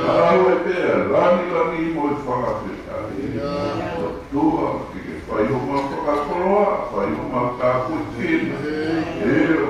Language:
Tongan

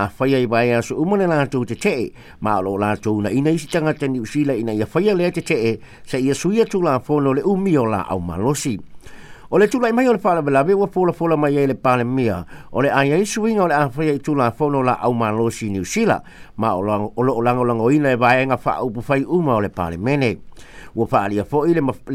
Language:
Samoan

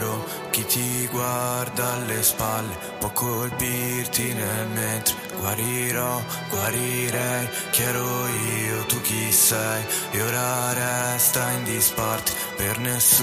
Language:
Italian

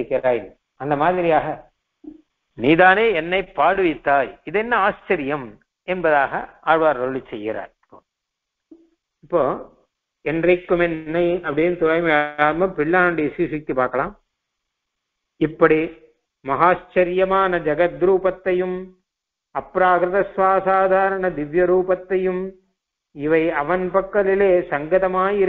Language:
Tamil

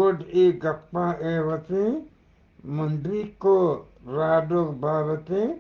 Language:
Eastern Balochi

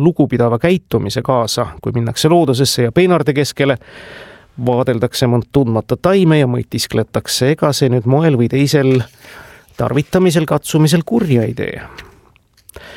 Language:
Estonian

